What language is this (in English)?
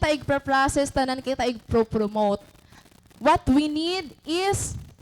Waray